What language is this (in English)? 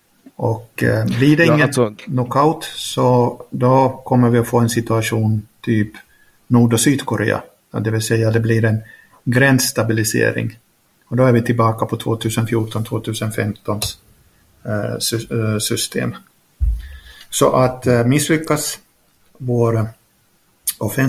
Swedish